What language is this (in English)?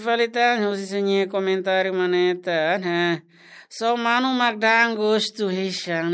Tetum